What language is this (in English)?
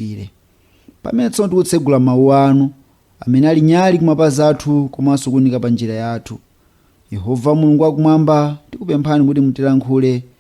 Nyanja